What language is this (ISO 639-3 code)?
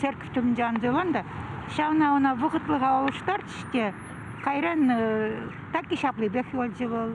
chv